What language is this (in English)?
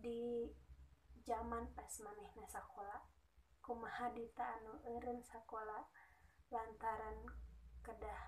Sundanese